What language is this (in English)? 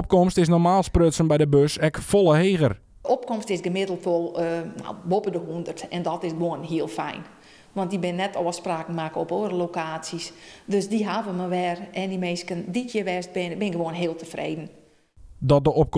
Western Frisian